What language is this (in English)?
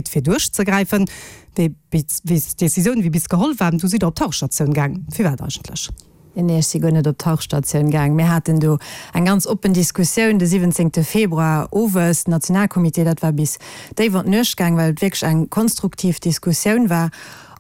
Luxembourgish